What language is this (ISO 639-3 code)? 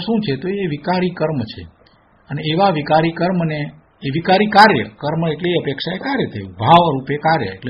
guj